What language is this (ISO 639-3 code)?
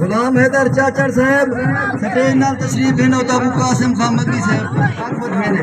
skr